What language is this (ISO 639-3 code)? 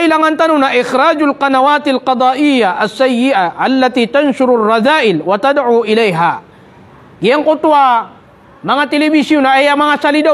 mrw